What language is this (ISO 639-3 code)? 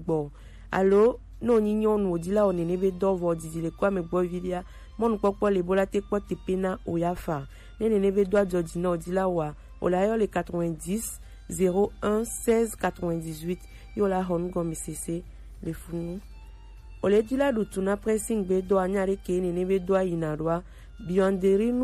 gej